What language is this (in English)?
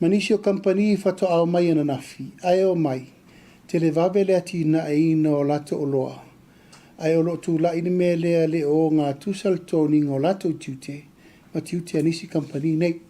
Samoan